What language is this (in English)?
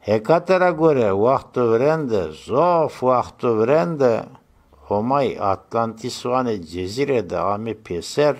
Zaza